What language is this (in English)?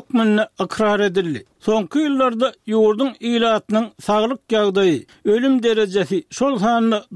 Turkmen